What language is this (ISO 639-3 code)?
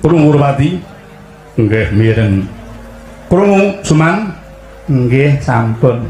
jav